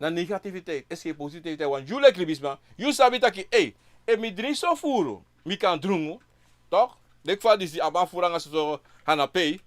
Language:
Sranan Tongo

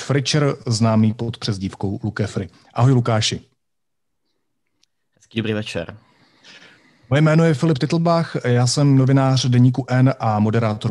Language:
Czech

